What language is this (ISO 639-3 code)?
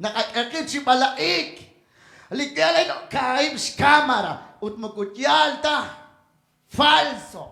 kek